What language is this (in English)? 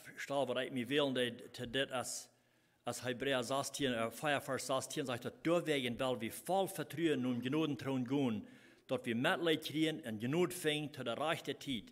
Plautdietsch